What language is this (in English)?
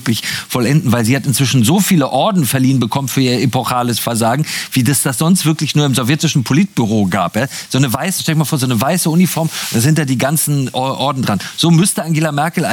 German